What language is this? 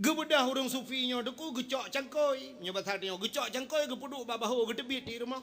Achinese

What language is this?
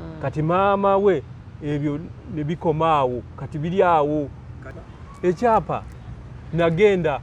Ganda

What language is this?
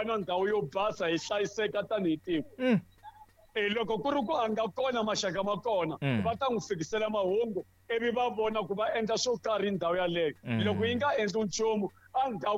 Tsonga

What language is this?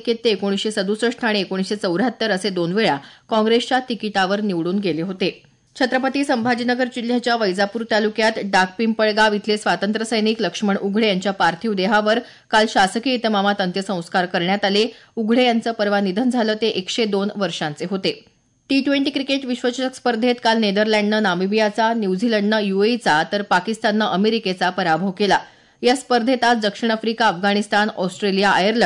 Marathi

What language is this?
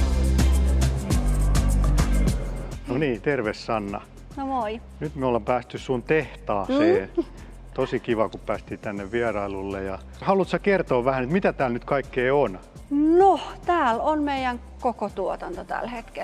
Finnish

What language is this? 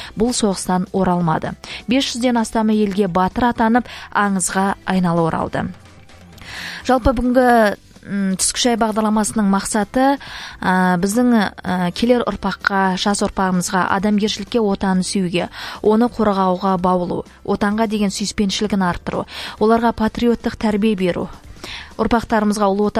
Kazakh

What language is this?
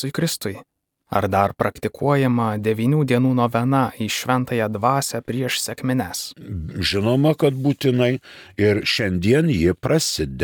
Lithuanian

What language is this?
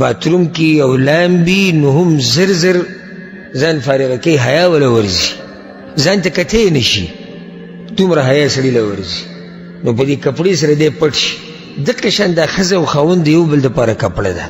Pashto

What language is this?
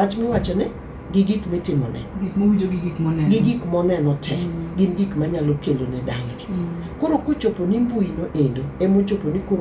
Luo (Kenya and Tanzania)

